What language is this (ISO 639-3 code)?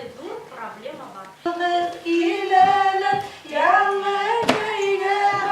bak